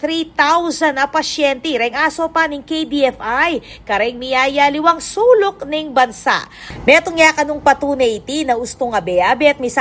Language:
Pampanga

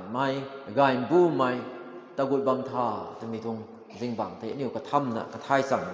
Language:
Rongmei Naga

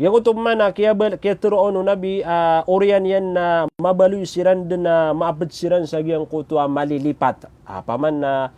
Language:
Maranao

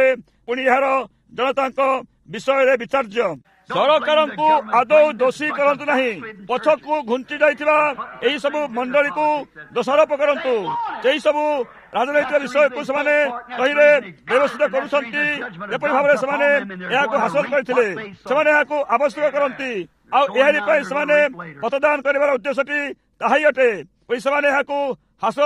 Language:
Odia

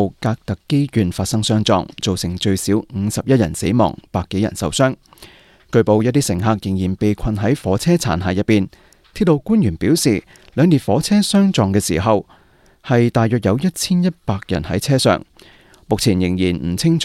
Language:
Cantonese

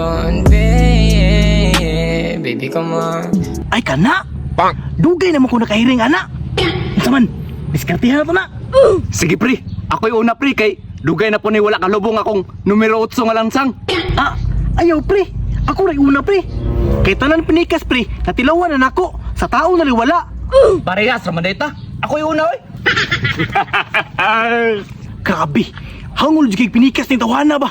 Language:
Cebuano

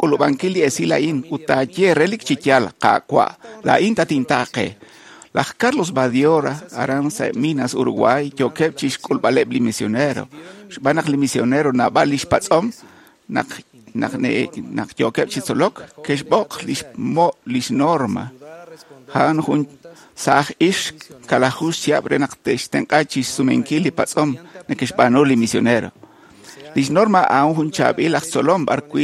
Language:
Kekchí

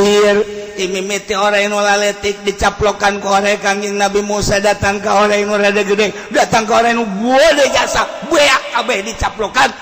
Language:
Sundanese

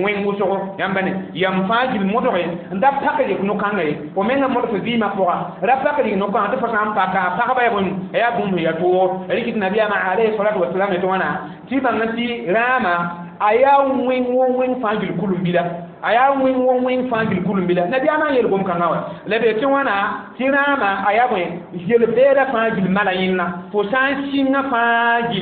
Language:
Mossi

